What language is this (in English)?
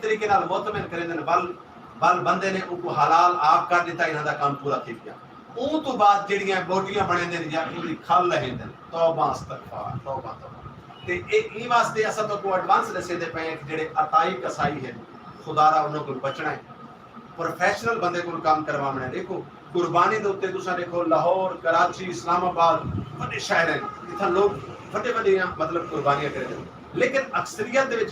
Saraiki